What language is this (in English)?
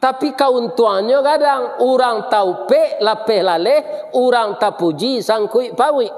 Minangkabau